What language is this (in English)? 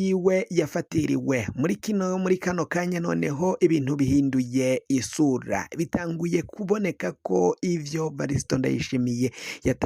Rundi